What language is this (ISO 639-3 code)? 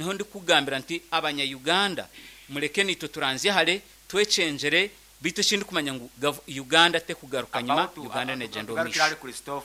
nyn